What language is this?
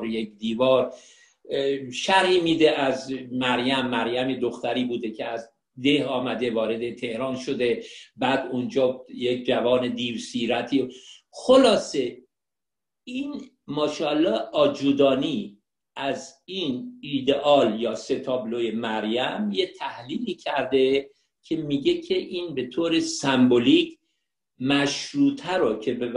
Persian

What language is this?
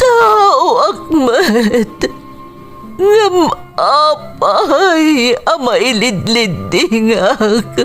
Iloko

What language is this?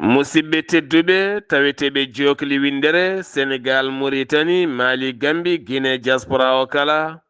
Fula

